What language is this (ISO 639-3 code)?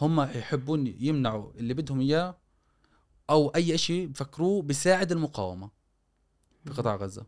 afb